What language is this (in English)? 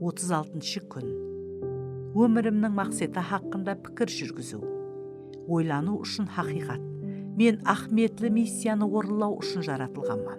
Kara-Kalpak